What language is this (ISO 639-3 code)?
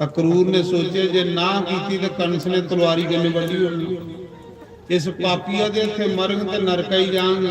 doi